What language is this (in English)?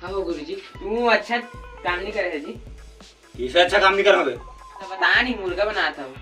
Chhattisgarhi